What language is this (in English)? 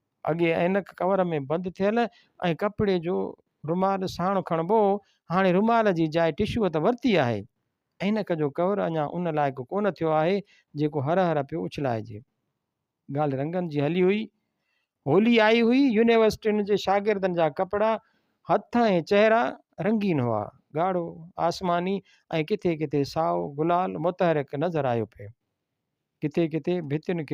Sindhi